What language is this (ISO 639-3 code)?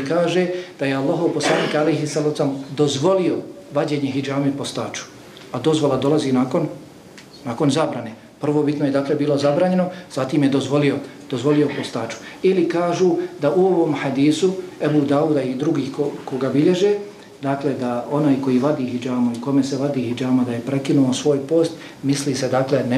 bos